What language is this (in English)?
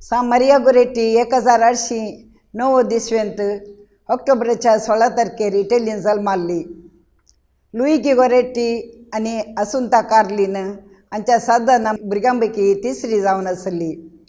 Konkani